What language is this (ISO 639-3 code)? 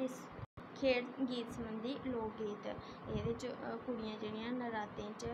doi